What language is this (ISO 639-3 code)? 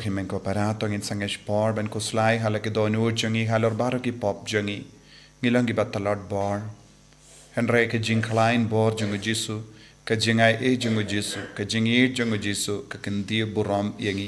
kha